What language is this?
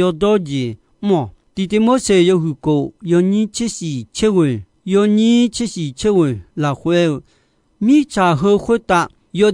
Akha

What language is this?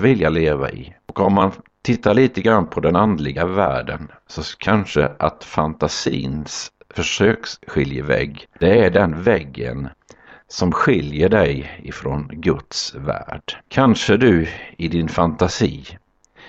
Swedish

